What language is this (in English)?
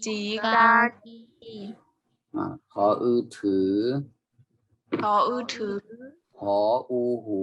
Shan